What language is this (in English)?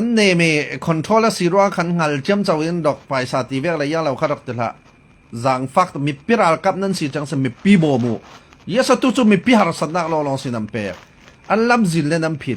Falam Chin